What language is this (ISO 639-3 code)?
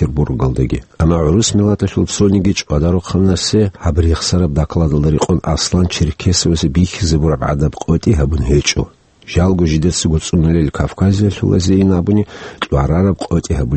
ava